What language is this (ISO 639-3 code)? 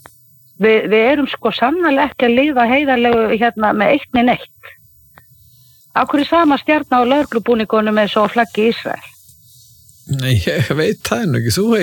isl